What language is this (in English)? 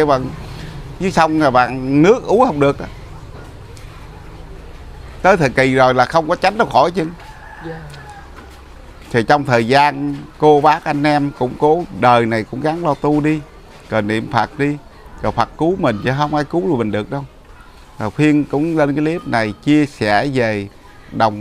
Vietnamese